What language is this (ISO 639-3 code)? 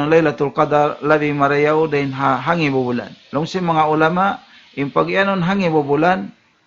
tsg